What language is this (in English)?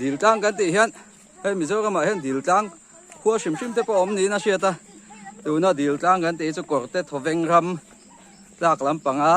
Mizo